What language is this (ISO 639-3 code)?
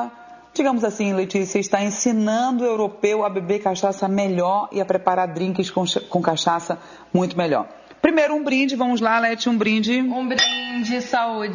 por